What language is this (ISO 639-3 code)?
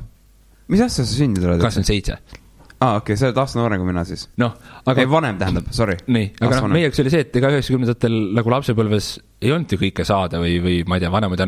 est